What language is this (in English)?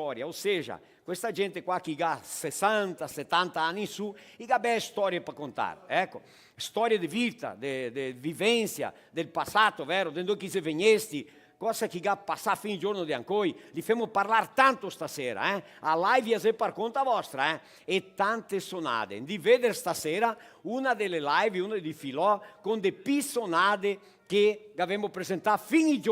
Venetian